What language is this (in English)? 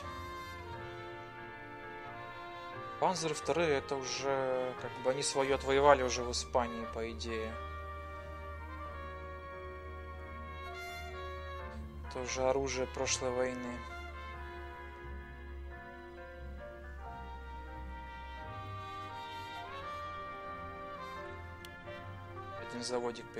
Russian